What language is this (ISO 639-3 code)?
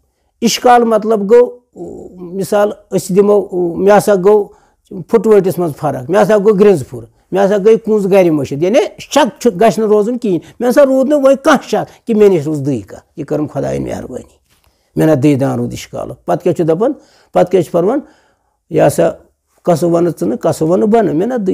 kas